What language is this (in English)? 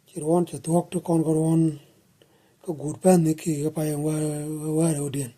Nuer